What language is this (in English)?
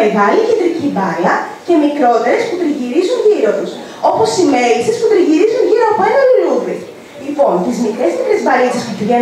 Greek